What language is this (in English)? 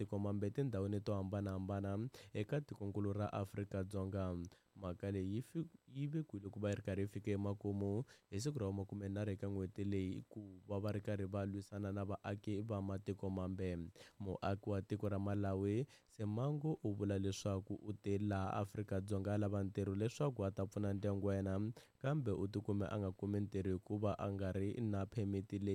Tsonga